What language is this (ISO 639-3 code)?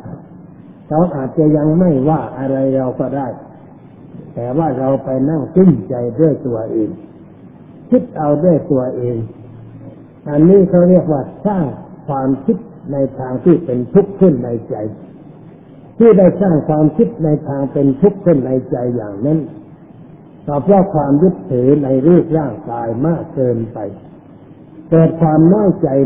tha